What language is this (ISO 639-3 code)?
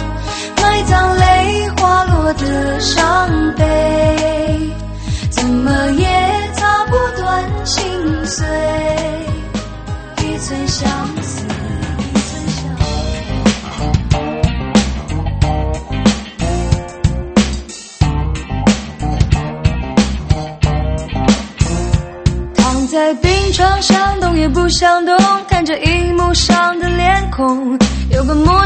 zho